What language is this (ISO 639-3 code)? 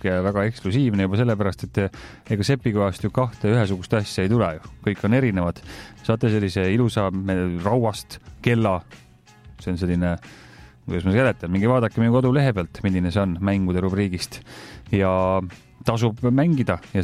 est